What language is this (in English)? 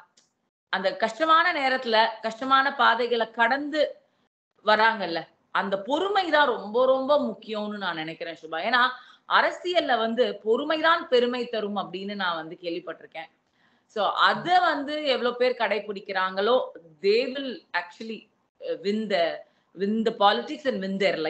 Tamil